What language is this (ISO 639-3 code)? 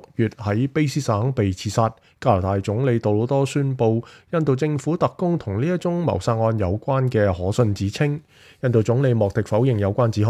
yue